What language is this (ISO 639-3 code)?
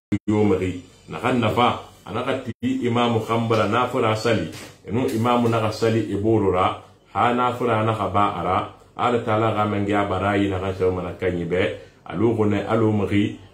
sus